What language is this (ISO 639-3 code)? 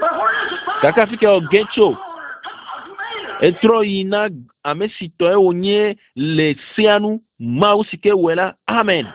ewe